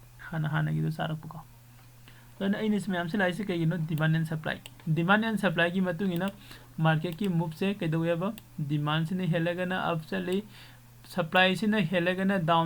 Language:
Manipuri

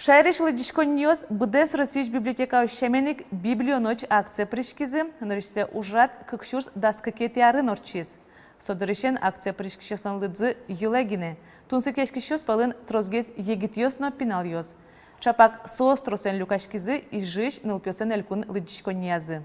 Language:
Udmurt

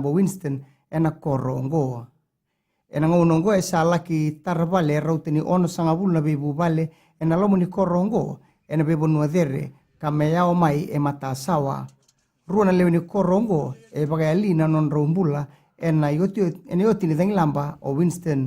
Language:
Fijian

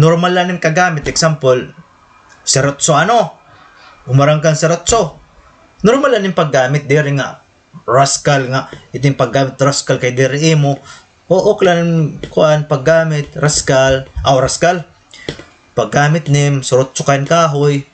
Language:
Waray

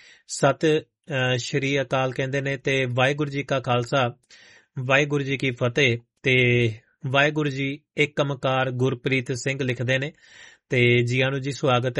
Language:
Punjabi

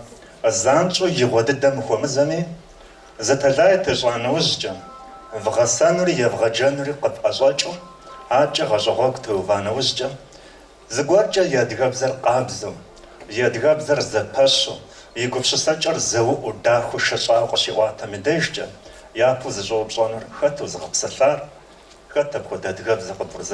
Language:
Kabardian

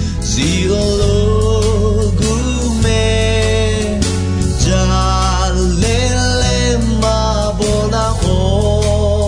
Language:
Akha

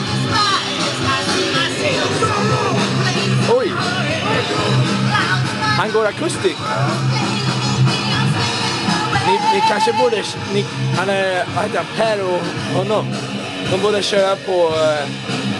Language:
Swedish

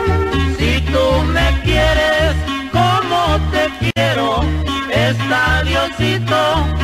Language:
Spanish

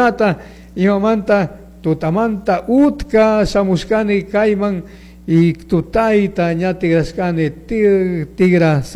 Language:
Chimborazo Highland Quichua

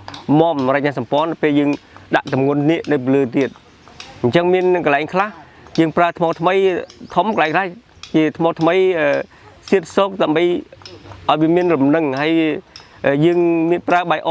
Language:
Khmer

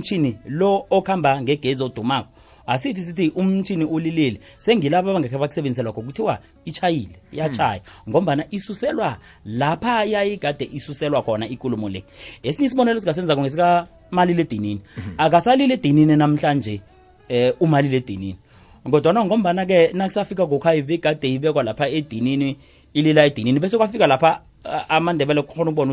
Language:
South Ndebele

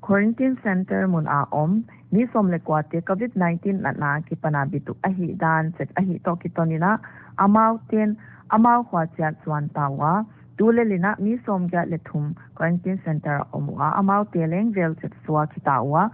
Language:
Paite Chin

